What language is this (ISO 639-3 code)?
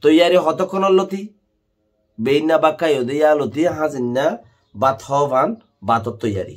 rhg